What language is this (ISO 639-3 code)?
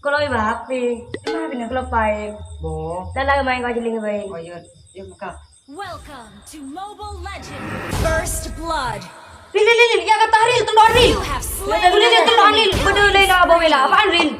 mad